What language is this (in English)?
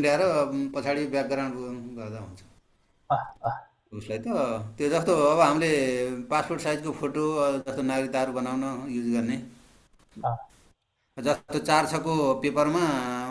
Nepali